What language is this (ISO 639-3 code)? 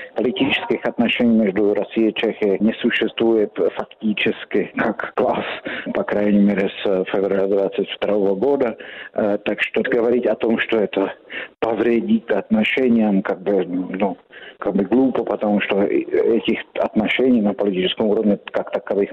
rus